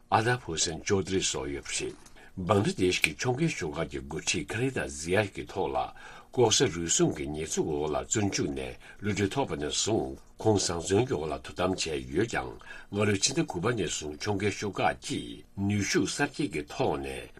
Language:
Tibetan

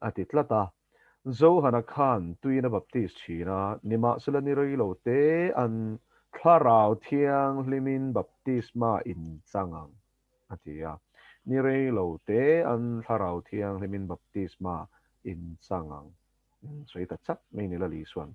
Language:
Mizo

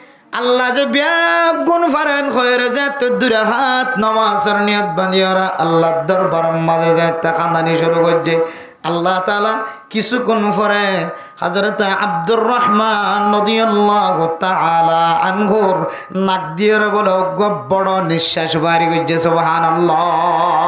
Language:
Rohingya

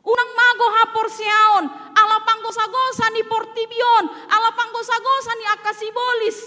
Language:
Batak Toba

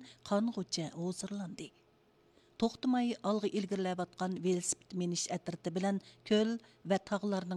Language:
Uyghur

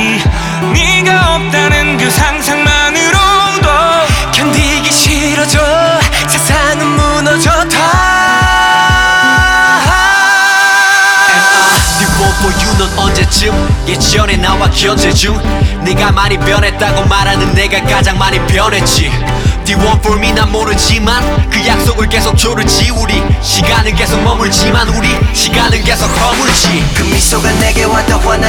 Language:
Korean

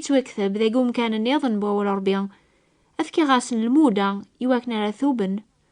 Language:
Kabyle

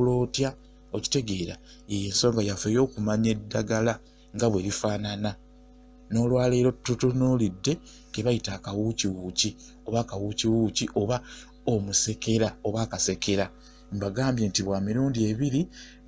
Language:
Ganda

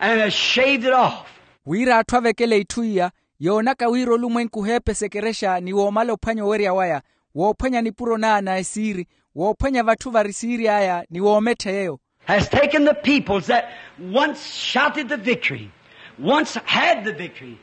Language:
Makhuwa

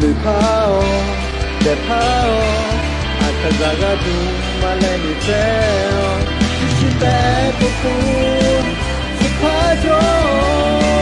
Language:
Akha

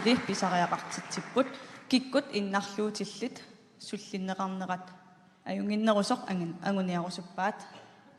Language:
Kalaallisut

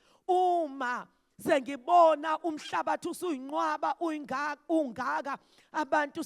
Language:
Zulu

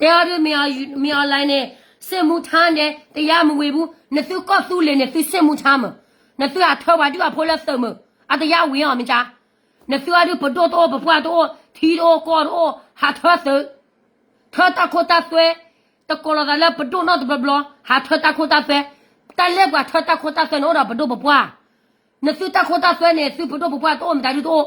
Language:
S'gaw Karen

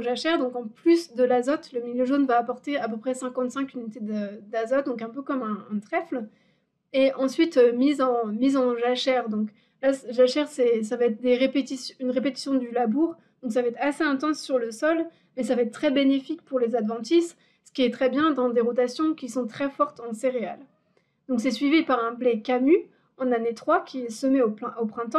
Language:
French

